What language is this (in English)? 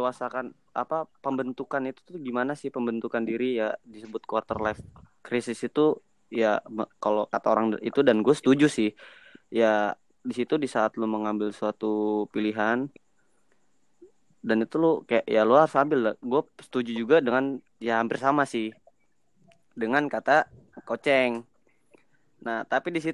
Indonesian